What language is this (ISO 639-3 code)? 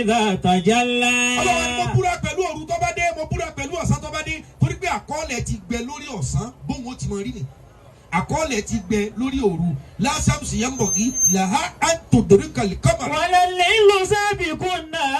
yor